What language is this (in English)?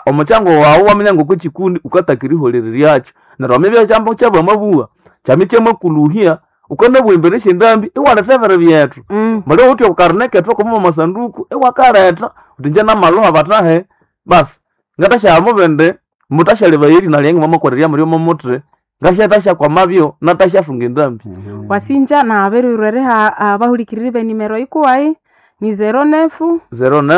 Nande